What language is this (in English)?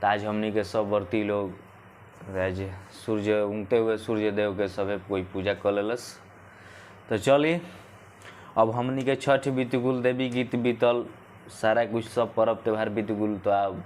Bhojpuri